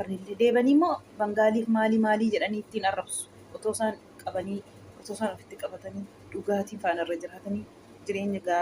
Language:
Oromo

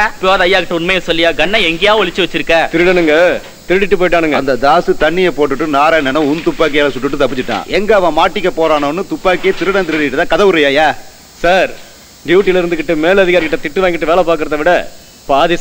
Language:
Tamil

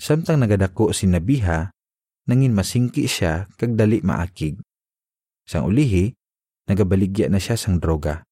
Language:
Hiligaynon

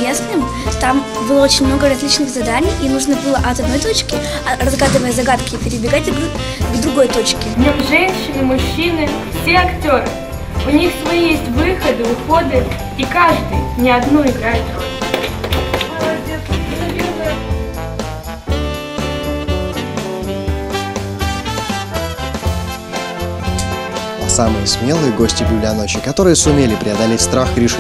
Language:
Russian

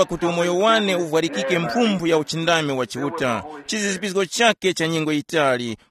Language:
Tumbuka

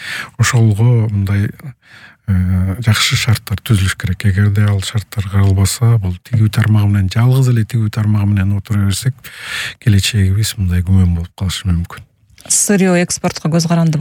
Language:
Kyrgyz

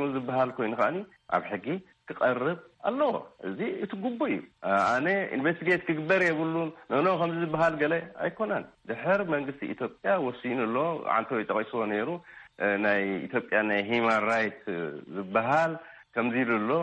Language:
Tigrinya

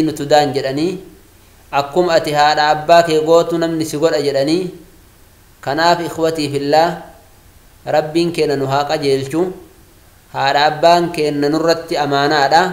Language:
Oromo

